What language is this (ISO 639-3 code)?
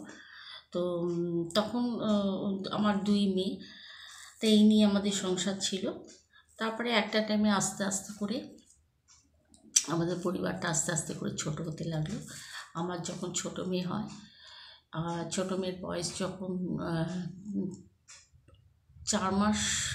ben